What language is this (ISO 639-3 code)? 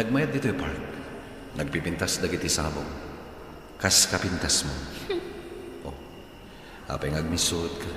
ilo